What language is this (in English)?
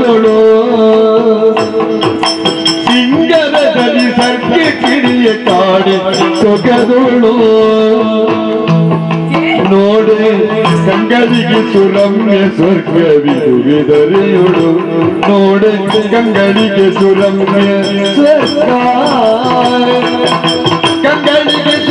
Kannada